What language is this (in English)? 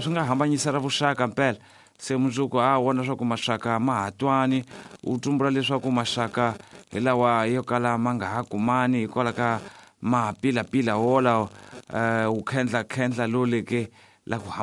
Tsonga